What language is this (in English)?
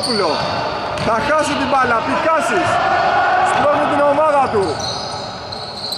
Greek